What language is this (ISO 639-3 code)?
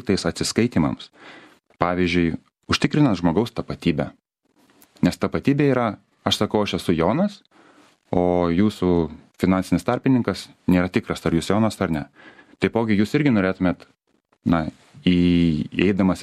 lit